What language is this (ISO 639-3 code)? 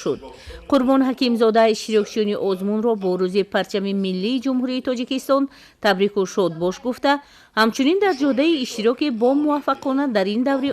tgk